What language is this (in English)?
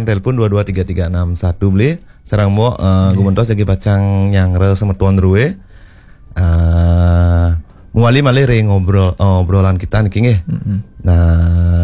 Balinese